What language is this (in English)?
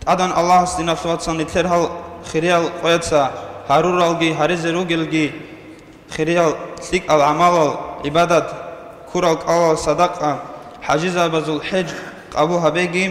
Avaric